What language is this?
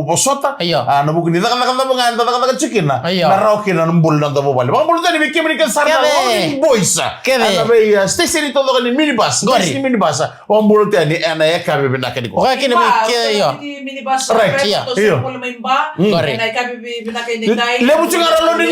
Fijian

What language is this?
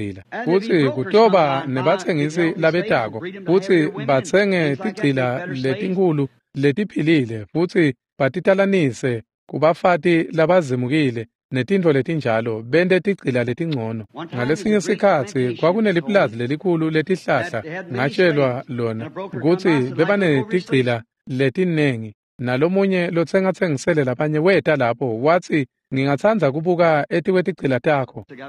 Swati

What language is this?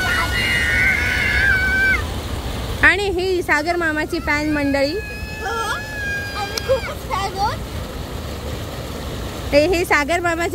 Marathi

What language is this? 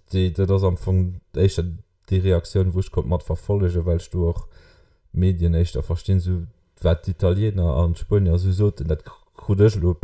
Luxembourgish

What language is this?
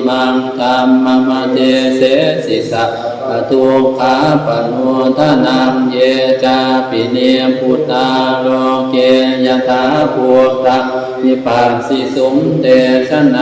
Pali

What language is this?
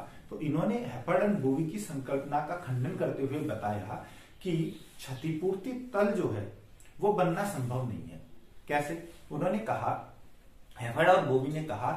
Hindi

